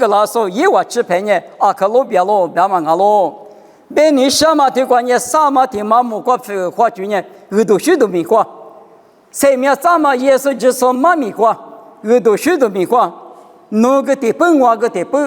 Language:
Lisu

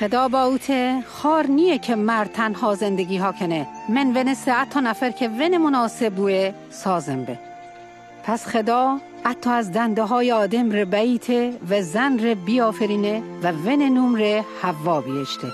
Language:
Mazanderani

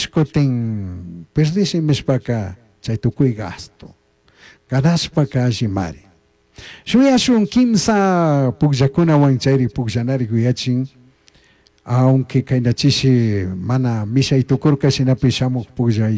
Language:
Chimborazo Highland Quichua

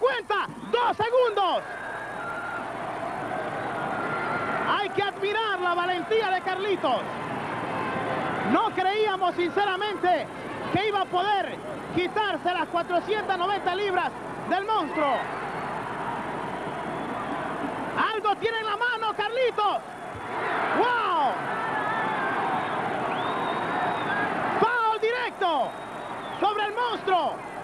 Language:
Spanish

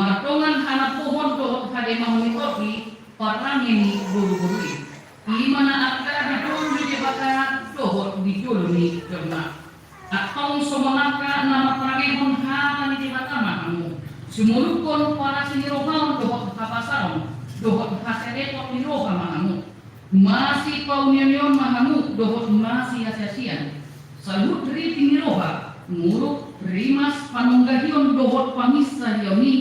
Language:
Batak Toba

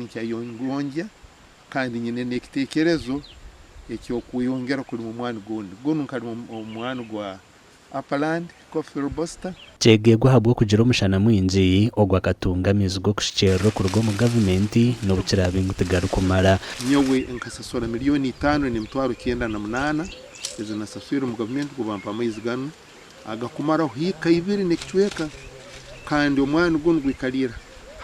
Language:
Nyankole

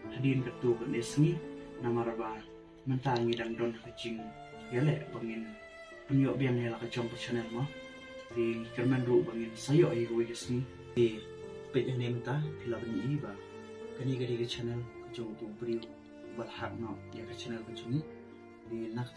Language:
Khasi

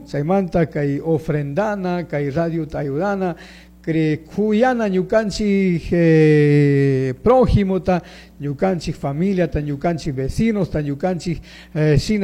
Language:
Chimborazo Highland Quichua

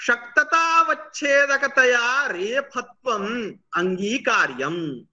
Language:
Sanskrit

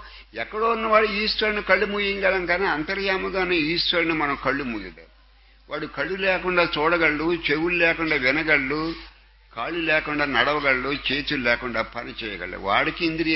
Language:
Telugu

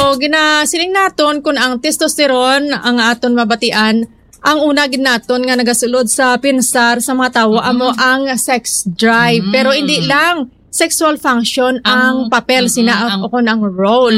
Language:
Hiligaynon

